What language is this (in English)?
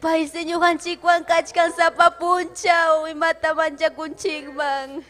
Ayacucho Quechua